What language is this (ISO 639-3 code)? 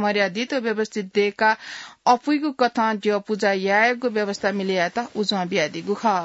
new